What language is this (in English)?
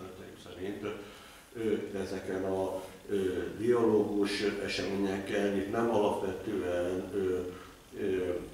Hungarian